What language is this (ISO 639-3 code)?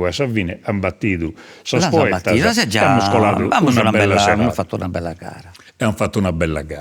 srd